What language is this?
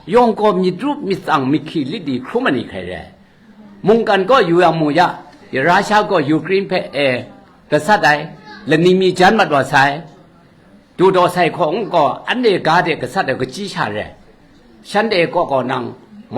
Kachin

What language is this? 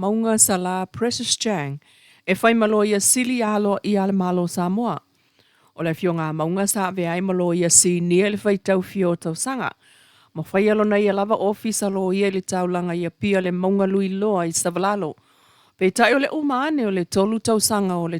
Samoan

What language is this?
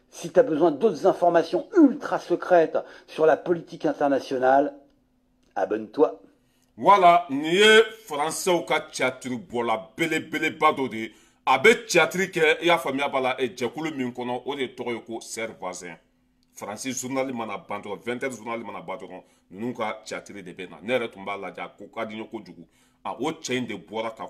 Bambara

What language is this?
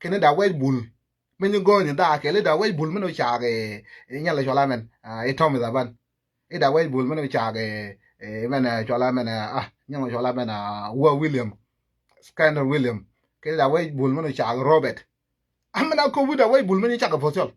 Nuer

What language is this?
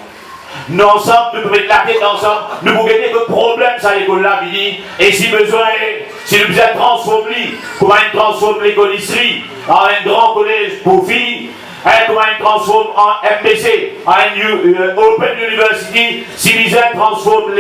Morisyen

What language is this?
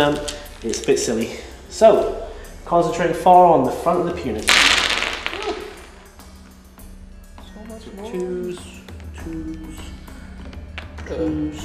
English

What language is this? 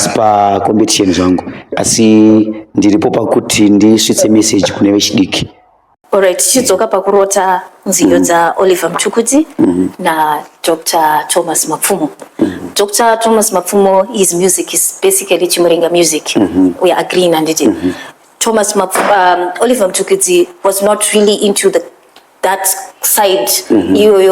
Shona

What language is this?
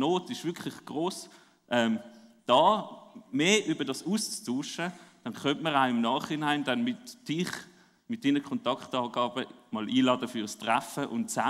Swiss German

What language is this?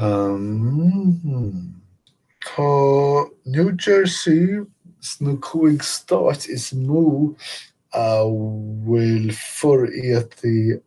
Irish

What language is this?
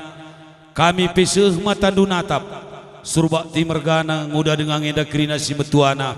Batak Karo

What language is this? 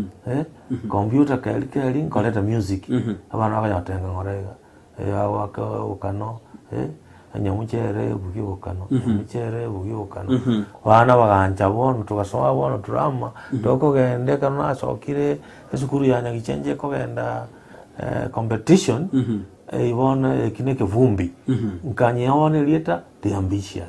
Gusii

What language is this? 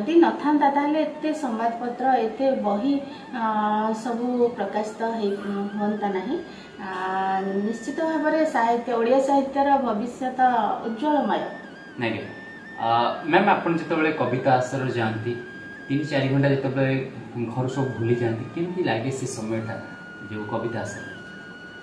Odia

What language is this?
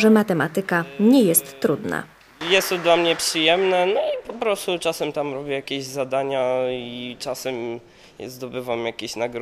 Polish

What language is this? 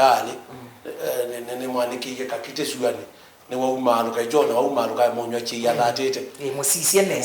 Kamba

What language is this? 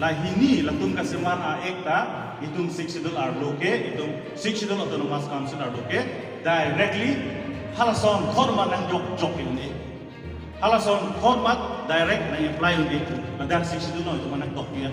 Karbi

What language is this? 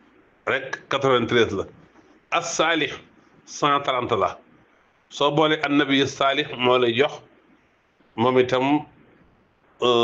Wolof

